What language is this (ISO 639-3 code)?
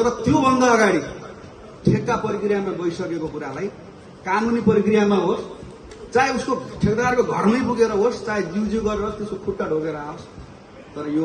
nep